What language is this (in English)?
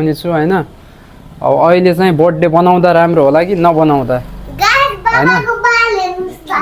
Nepali